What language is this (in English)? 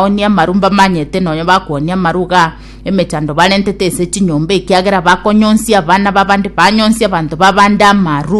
Gusii